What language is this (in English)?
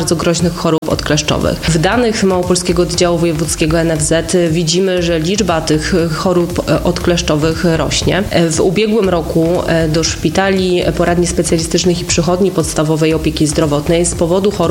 Polish